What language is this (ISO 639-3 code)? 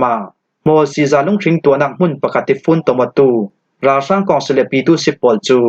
cfm